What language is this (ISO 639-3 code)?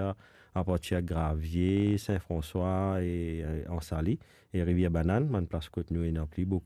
mfe